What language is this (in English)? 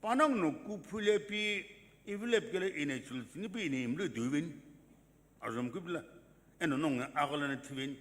Sumi Naga